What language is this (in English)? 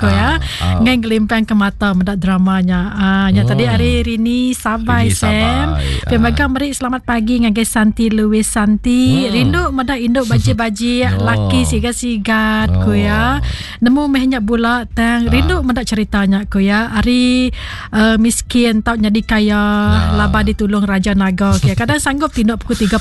Iban